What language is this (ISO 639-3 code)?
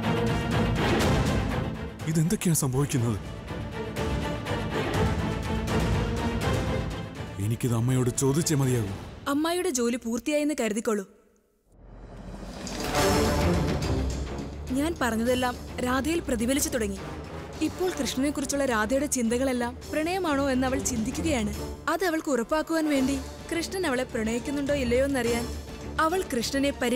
mal